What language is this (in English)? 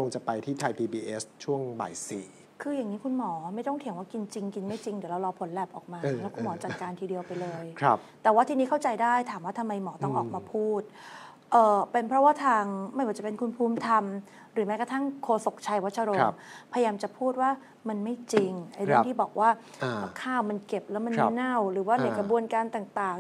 Thai